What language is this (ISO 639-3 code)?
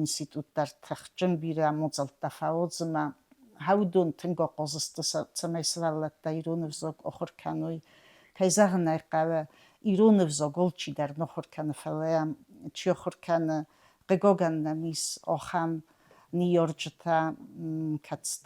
oss